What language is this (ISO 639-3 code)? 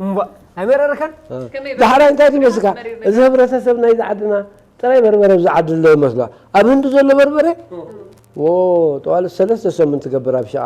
tir